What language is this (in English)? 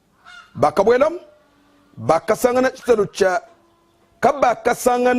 Luba-Lulua